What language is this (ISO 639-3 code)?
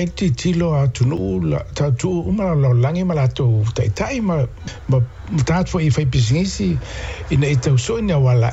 smo